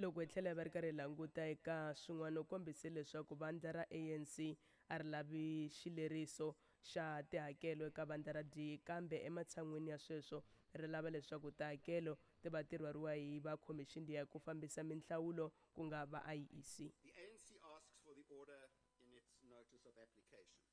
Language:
Tsonga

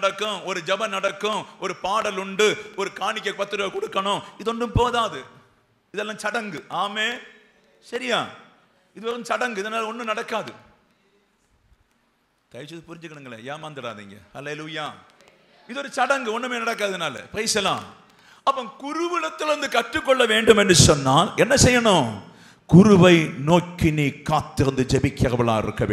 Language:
Tamil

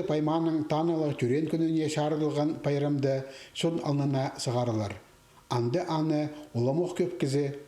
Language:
Khakas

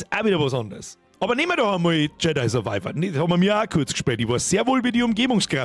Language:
Bavarian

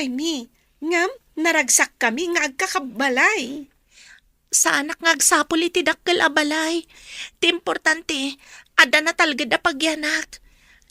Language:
Iloko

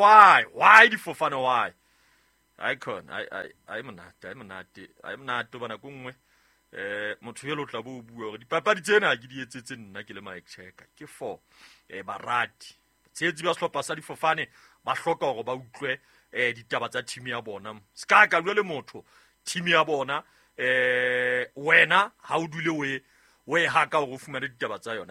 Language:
Southern Sotho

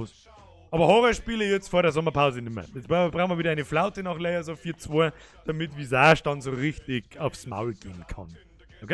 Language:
Bavarian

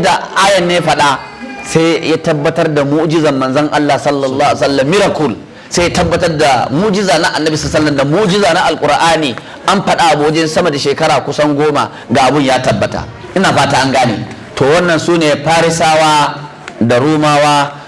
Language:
Hausa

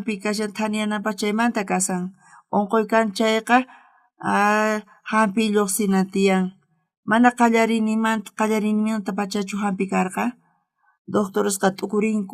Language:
South Bolivian Quechua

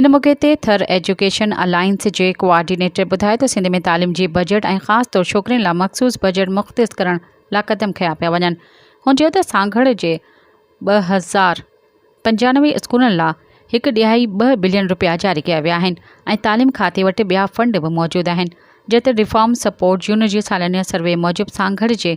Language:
Sindhi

